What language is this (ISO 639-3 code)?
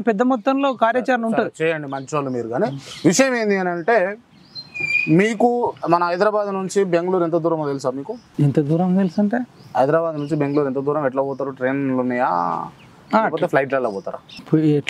tel